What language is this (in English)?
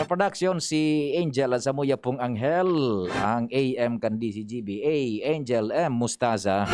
Bikol